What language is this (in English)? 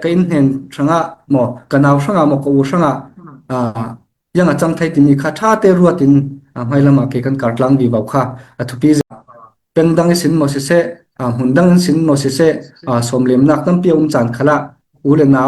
Falam Chin